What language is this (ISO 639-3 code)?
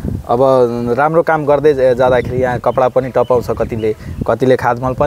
nep